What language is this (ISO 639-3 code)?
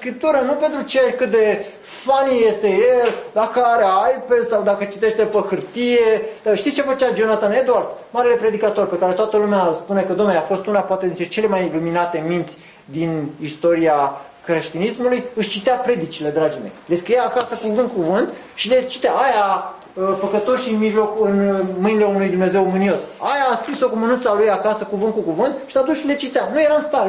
ron